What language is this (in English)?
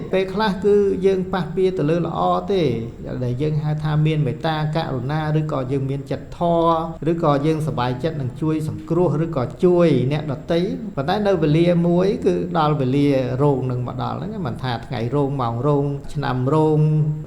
Khmer